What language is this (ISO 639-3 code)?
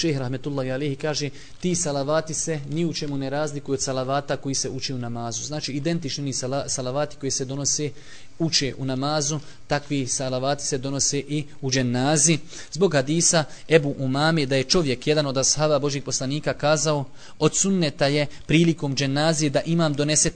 bos